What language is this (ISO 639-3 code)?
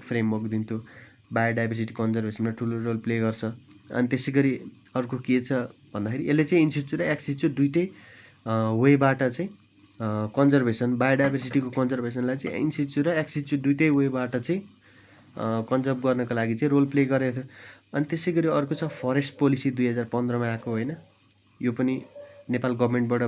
nep